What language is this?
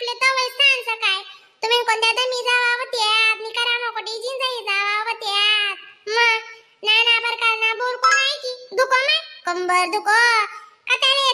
Khandesi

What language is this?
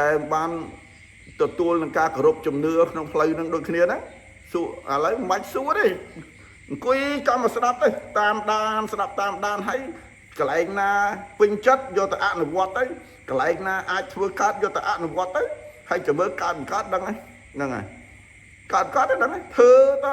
Khmer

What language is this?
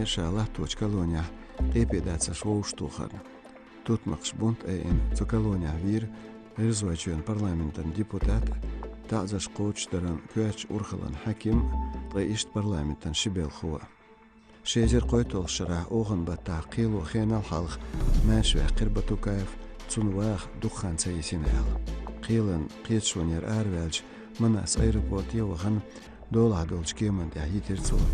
Chechen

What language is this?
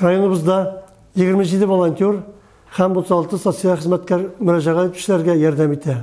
Tatar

